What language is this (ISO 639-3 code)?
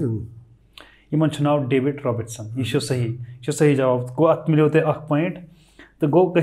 kas